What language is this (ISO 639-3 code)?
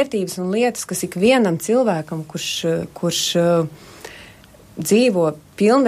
lav